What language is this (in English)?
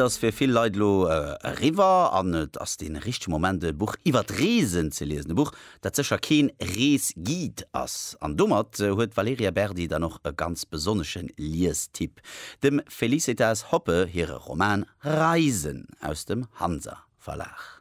Luxembourgish